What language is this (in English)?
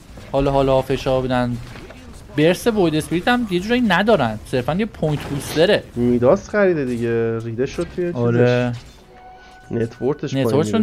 Persian